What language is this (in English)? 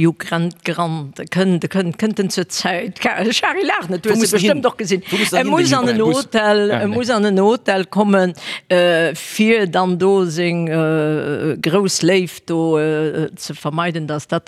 Luxembourgish